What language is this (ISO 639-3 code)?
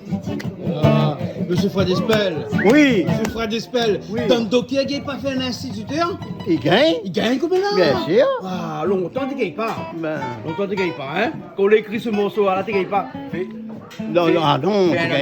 rcf